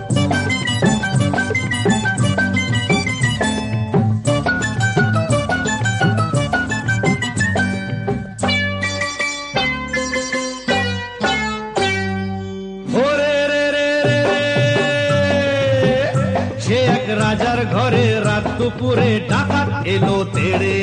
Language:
Bangla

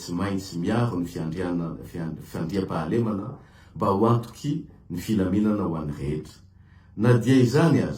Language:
Malagasy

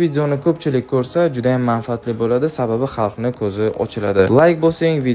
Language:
Uzbek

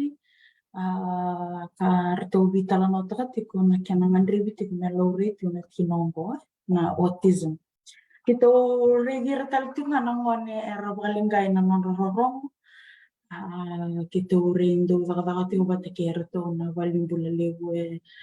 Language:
Fijian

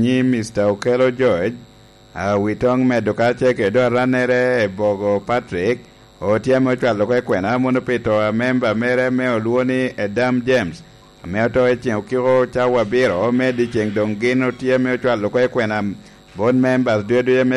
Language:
Lango (Uganda)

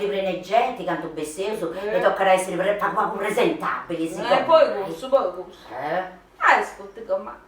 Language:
Sardinian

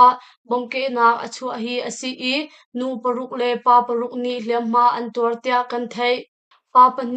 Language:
Hakha Chin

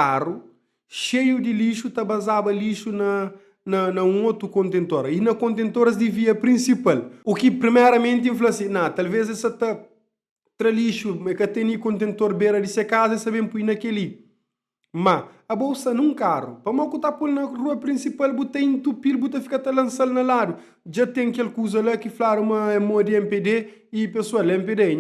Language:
Kabuverdianu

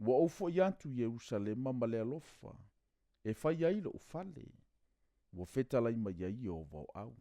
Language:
Samoan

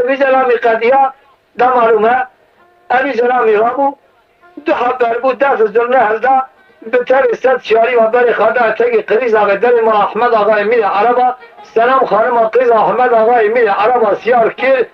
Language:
Kurdish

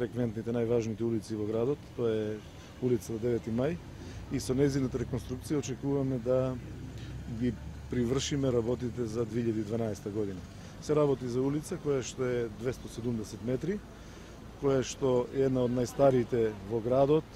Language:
Macedonian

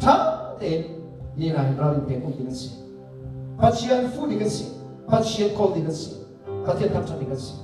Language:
Hakha Chin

